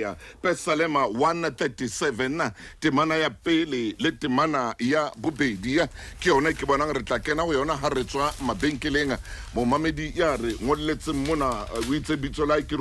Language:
Southern Sotho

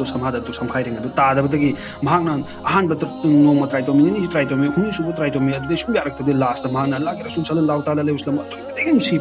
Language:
Manipuri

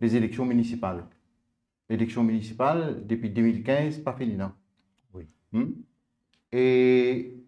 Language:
Morisyen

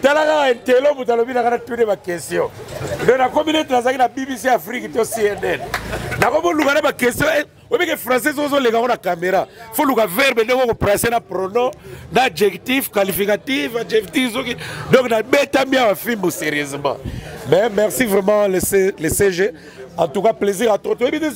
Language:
Lingala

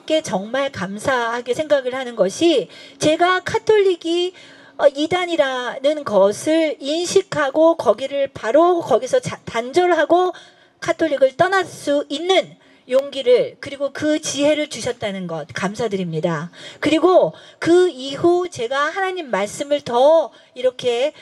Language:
Korean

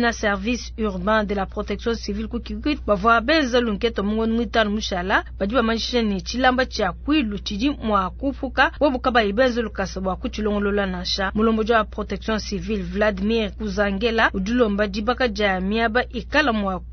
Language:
Luba-Lulua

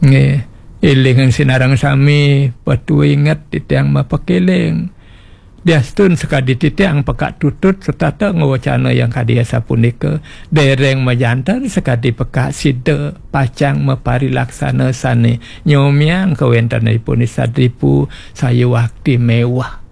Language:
Balinese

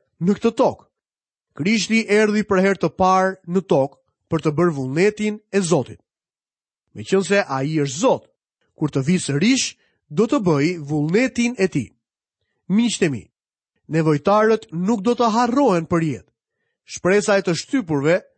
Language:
Albanian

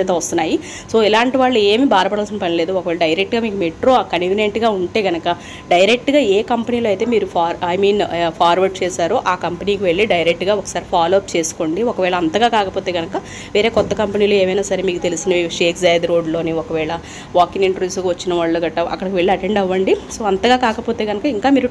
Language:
Telugu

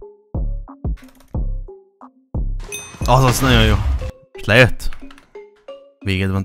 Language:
Hungarian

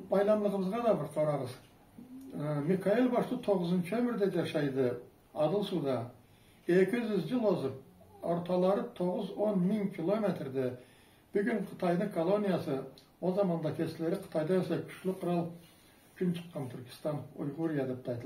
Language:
Karachay-Balkar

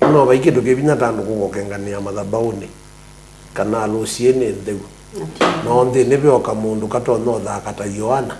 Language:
Kamba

